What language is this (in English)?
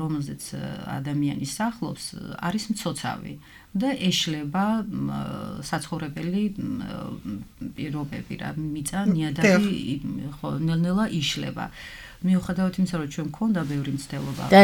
Georgian